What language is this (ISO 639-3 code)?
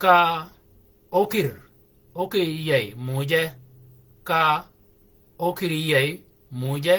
shk